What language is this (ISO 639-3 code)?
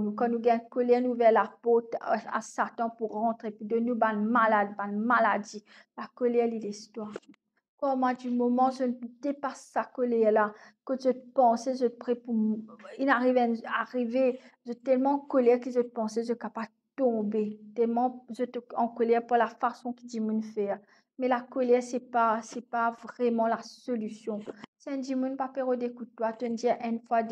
mfe